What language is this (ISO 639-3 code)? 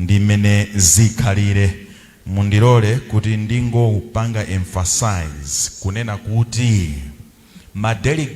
nya